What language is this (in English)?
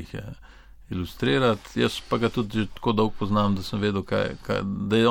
Slovenian